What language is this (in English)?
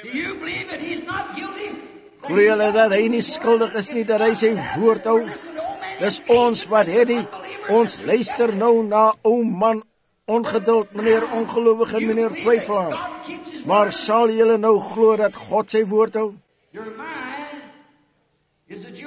Afrikaans